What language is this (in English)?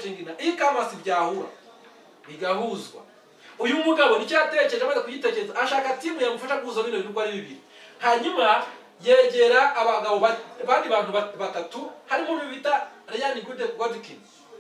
Kinyarwanda